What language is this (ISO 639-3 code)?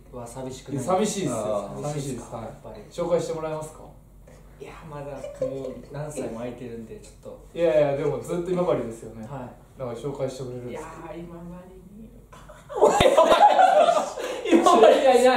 jpn